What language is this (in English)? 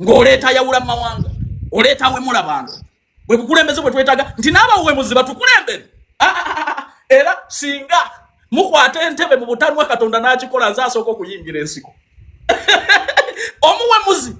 Ganda